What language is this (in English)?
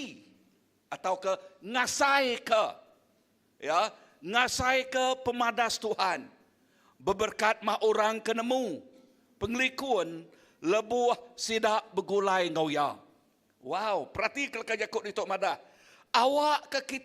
Iban